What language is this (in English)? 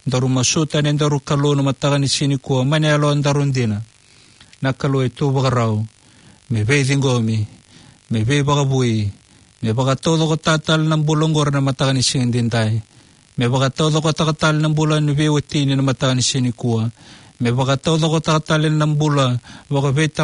Fijian